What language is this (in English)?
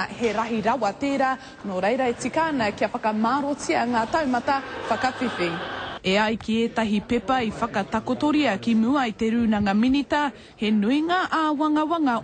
Māori